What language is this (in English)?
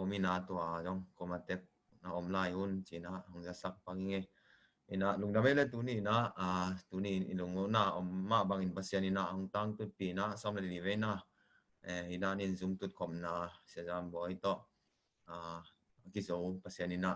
Tedim Chin